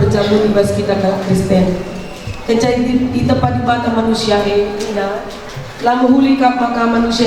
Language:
Batak Karo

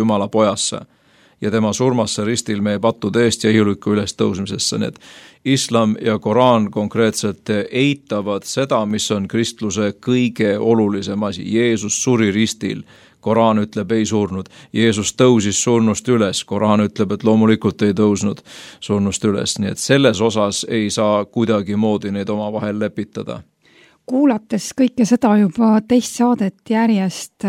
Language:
Estonian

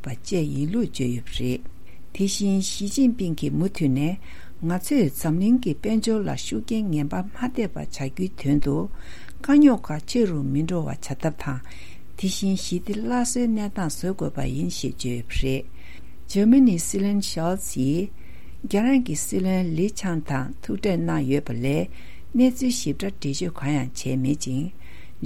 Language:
Tibetan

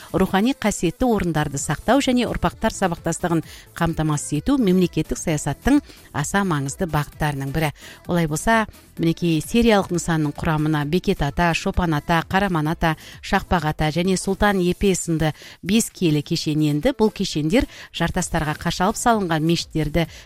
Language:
Kazakh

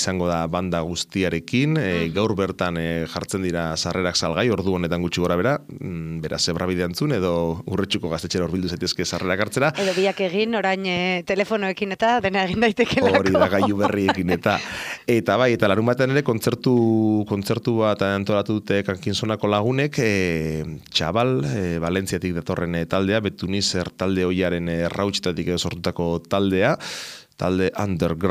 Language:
Basque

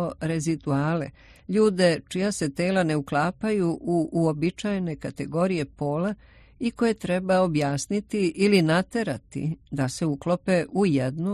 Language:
Serbian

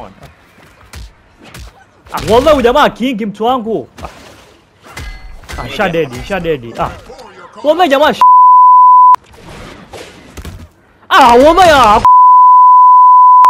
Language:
Swahili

